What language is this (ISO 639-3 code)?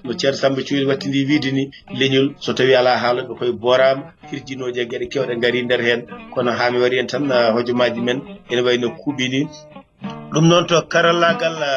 ful